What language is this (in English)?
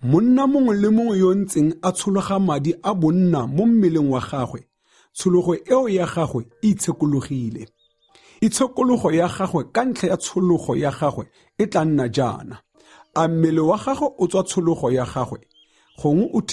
Tswana